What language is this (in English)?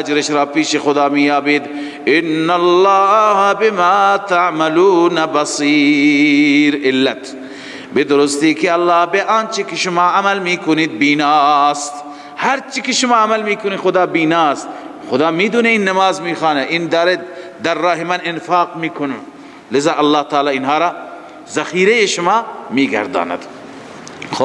Persian